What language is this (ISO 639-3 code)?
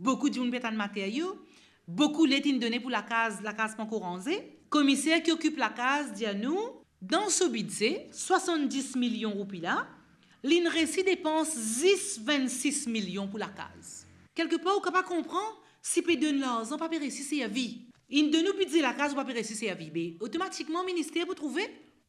mfe